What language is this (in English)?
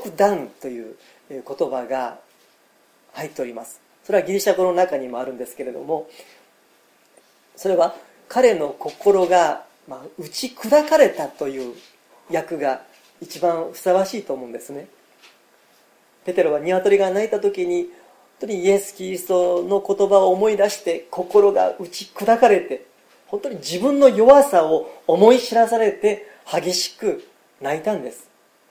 Japanese